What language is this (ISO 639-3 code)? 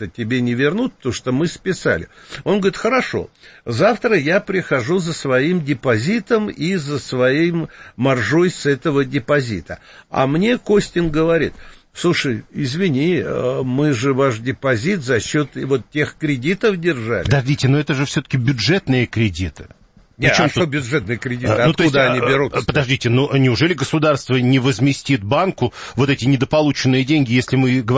rus